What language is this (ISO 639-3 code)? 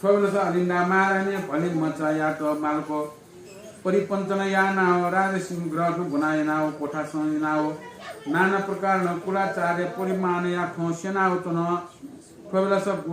new